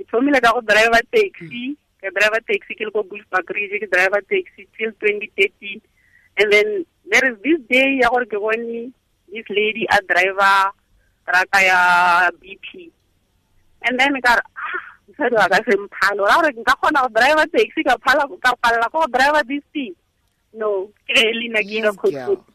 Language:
Tswana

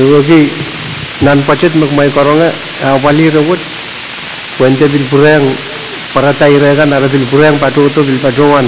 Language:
Pohnpeian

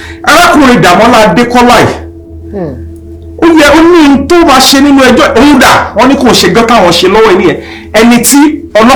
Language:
Yoruba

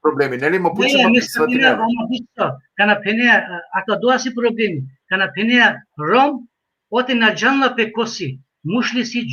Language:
Balkan Romani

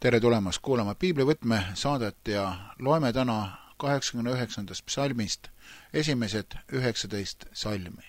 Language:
Estonian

